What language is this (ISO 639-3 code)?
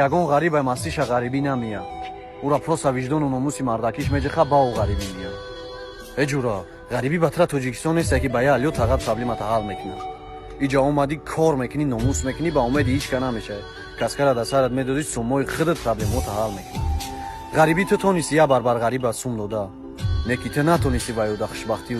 tgk